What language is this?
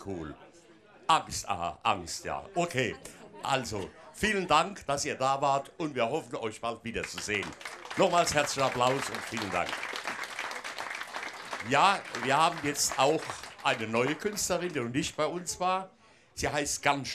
German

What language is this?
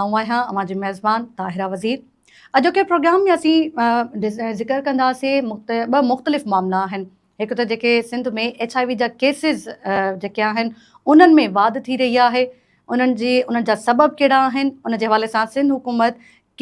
Sindhi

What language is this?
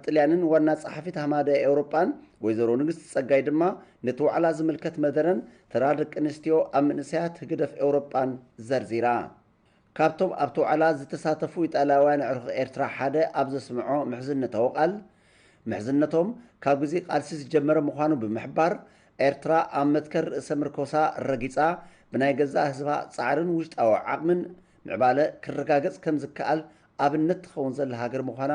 Tigrinya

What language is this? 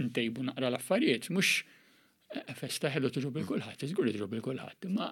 Maltese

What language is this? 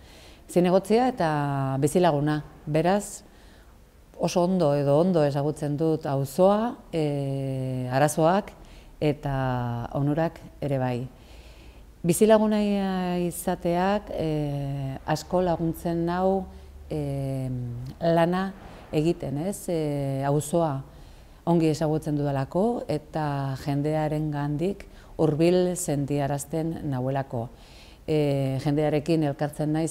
Basque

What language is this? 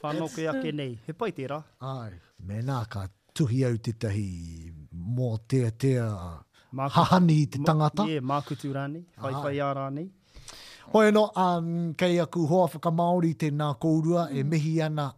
Māori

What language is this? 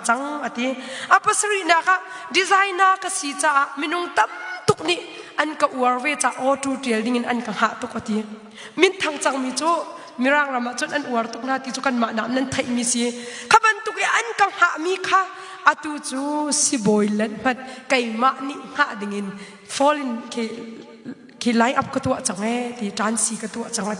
Hakha Chin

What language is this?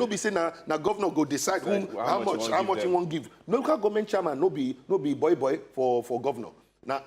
Nigerian Pidgin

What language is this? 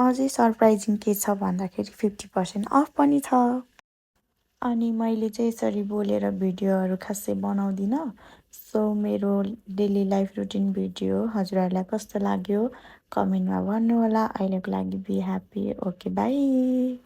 Nepali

